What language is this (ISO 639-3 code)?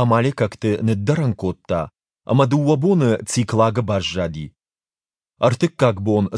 oss